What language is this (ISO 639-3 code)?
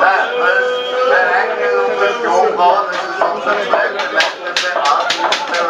bar